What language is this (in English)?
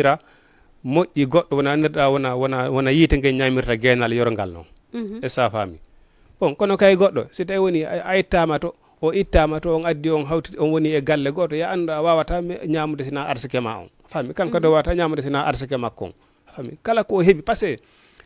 Fula